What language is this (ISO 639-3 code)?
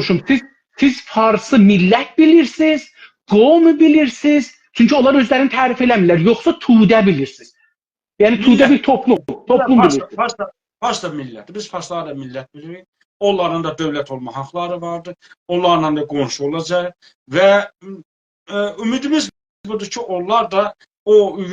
azb